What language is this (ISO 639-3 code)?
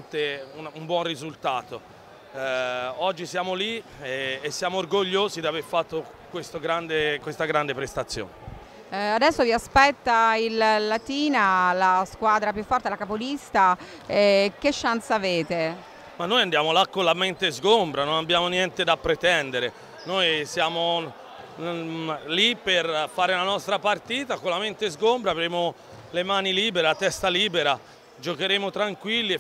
ita